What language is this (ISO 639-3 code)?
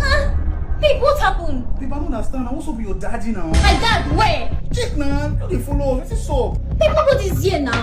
pcm